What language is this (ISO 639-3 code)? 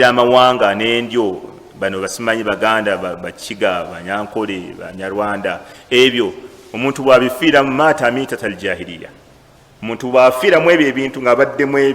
lug